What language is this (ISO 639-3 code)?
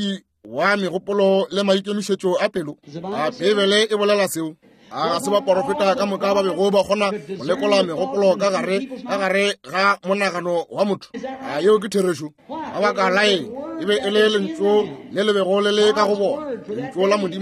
nso